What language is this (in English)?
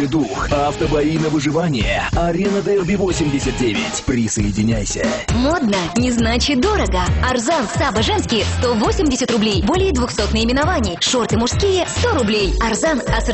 Bashkir